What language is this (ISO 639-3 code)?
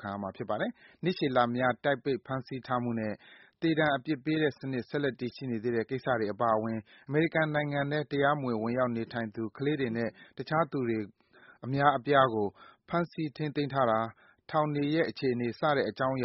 mya